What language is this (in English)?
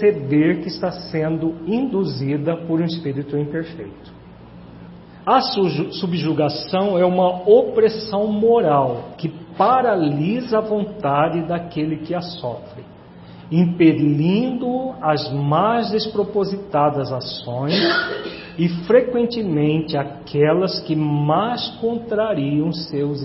Portuguese